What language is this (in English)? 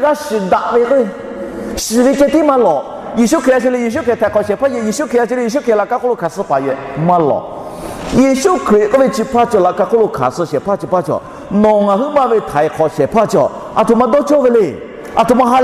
Lahu